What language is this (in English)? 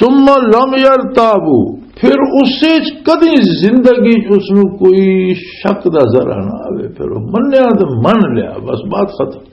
Western Panjabi